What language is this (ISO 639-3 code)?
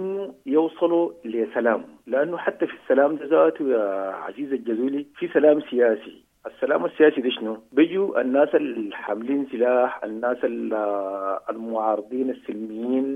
apd